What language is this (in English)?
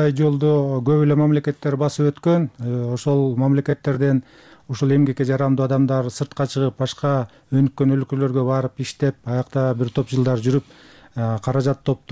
Kyrgyz